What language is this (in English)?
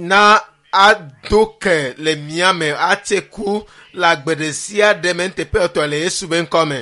Ewe